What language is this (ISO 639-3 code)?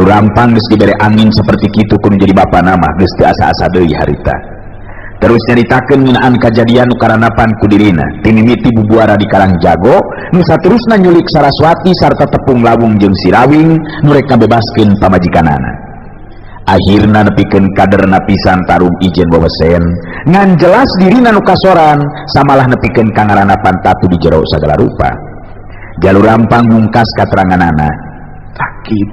sun